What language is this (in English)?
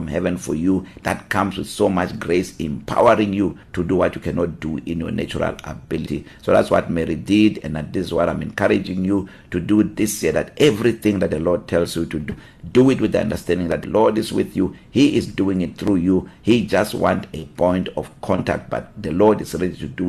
English